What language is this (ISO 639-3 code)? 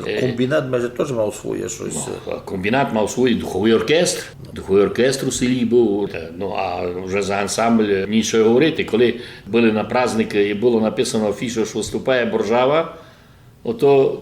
rue